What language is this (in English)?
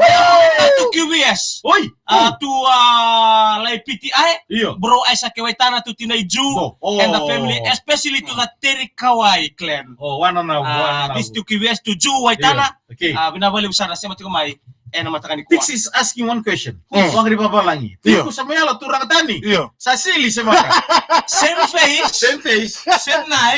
Fijian